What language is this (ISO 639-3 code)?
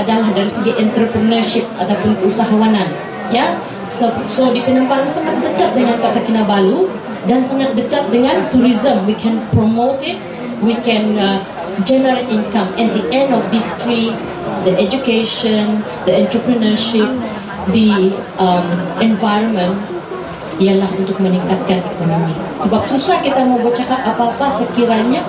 msa